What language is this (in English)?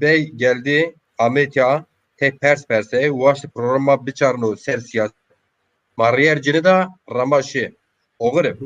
Zaza